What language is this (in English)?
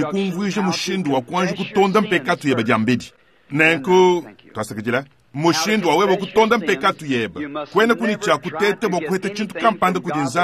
Luba-Lulua